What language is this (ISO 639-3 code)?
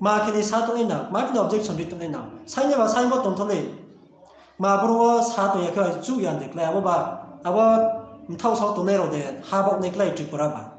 ria